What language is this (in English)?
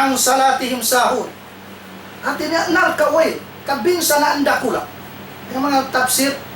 Tausug